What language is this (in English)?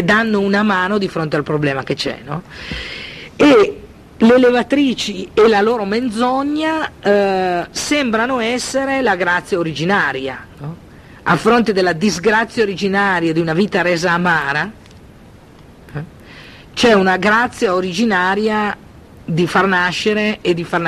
Italian